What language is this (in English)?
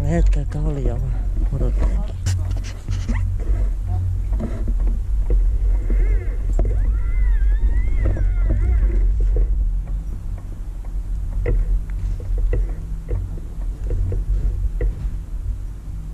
Finnish